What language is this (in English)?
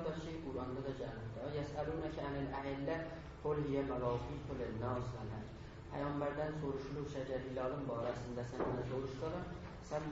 South Azerbaijani